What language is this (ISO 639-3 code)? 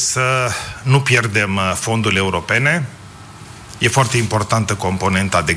ron